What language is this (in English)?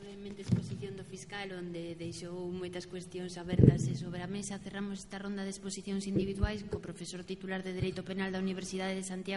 Galician